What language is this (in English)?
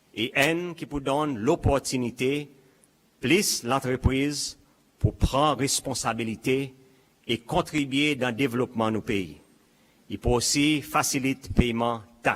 Seselwa Creole French